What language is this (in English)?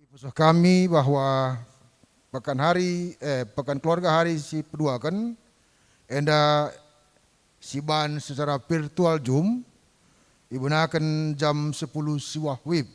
Batak Karo